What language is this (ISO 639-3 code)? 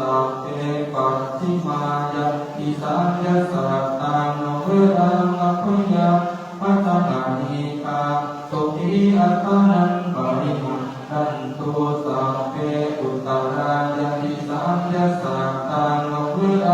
pli